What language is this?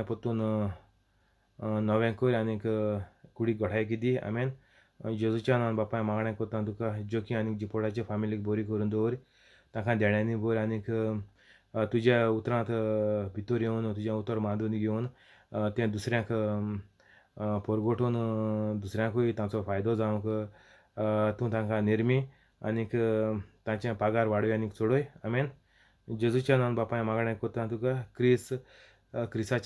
Konkani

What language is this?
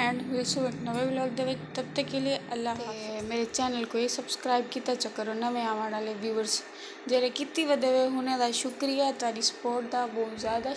Saraiki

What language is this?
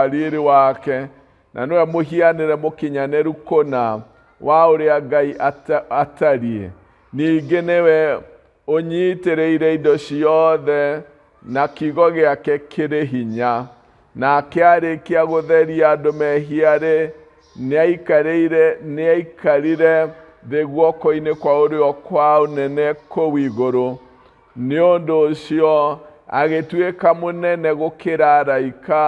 Kikuyu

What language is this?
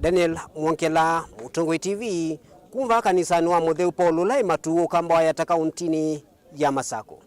Kamba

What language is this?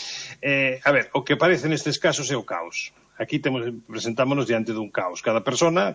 Galician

